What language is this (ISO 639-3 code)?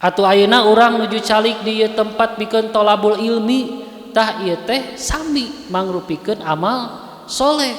sun